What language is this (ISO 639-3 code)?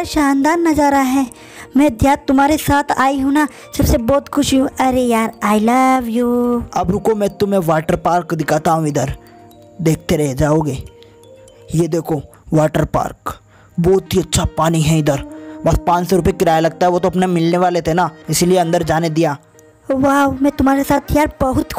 hin